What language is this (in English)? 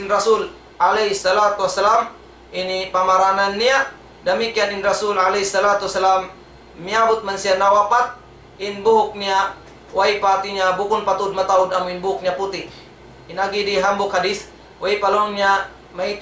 Tausug